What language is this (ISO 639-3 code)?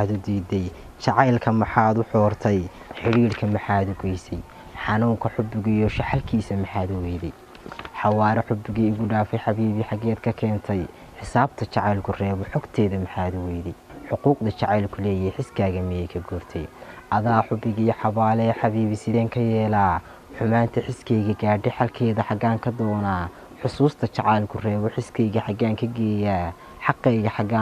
som